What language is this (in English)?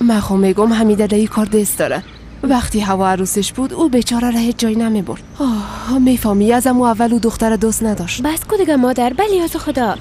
Persian